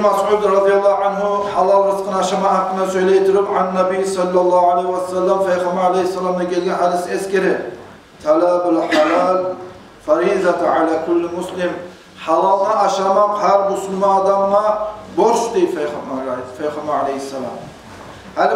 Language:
Kumyk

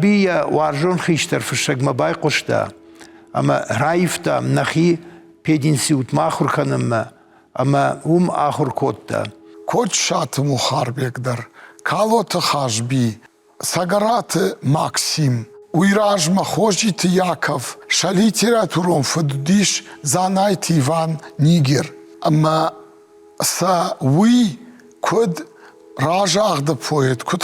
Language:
Ossetic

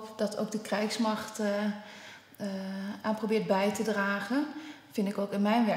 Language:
Dutch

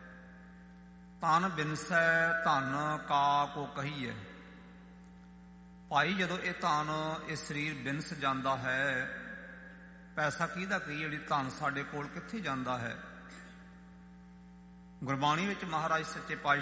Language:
Punjabi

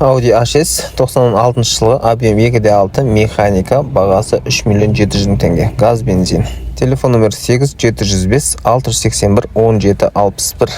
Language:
Kazakh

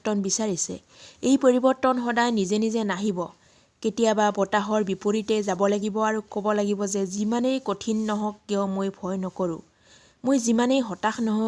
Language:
Assamese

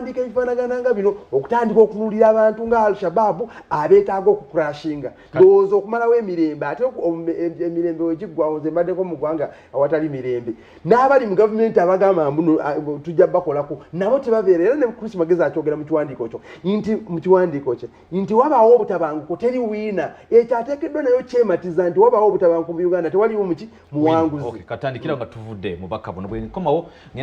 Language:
Ganda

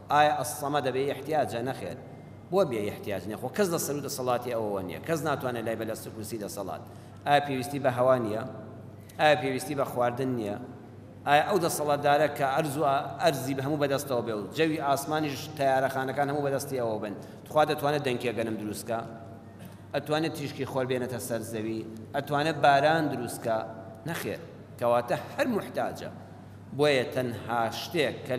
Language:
Central Kurdish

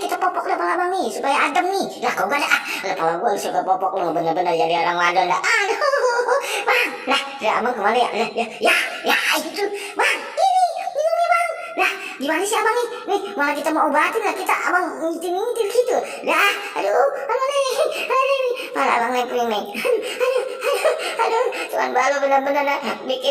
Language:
Betawi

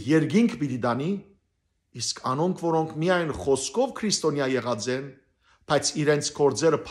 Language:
Western Armenian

